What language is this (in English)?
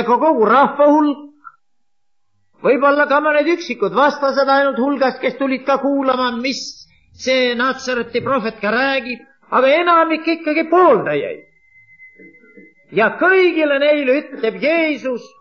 Estonian